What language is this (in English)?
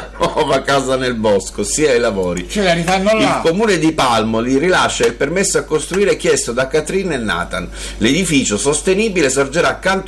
Italian